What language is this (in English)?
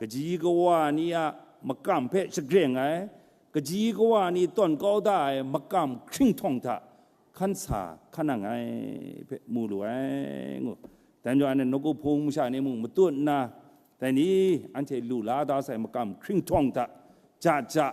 Kachin